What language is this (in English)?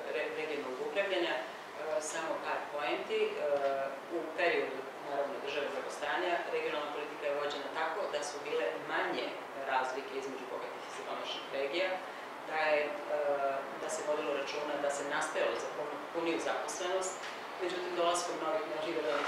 Serbian